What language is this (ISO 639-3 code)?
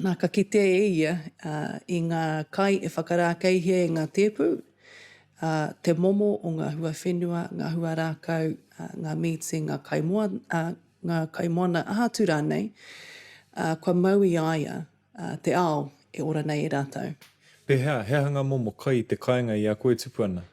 mri